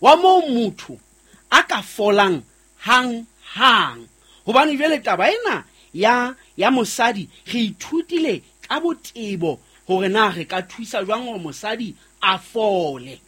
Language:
Southern Sotho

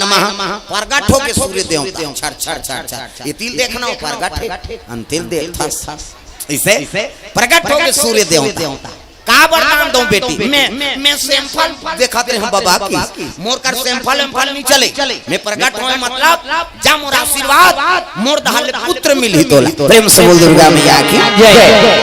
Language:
Chhattisgarhi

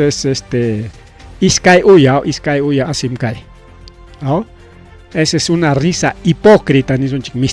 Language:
Ayacucho Quechua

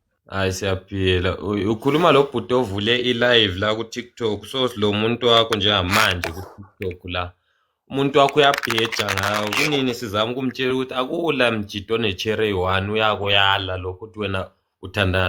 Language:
Zulu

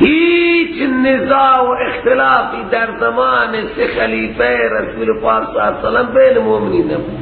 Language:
Persian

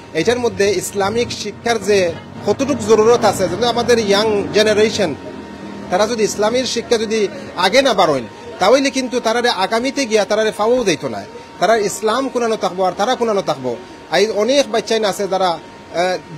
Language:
Sylheti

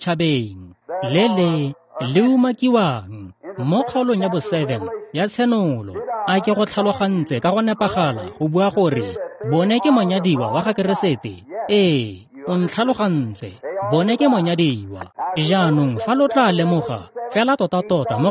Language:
Tswana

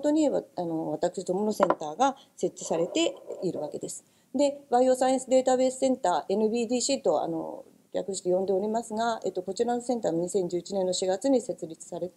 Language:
Japanese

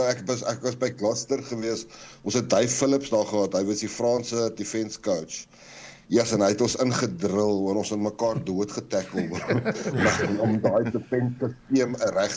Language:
Afrikaans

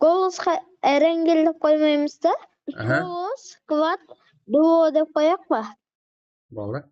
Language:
Kara-Kalpak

